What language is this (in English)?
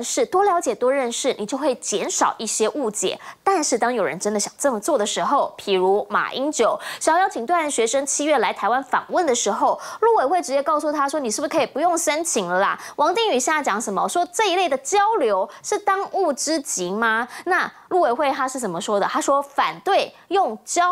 Chinese